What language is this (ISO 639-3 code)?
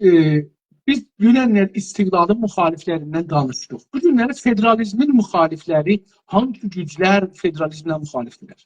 azb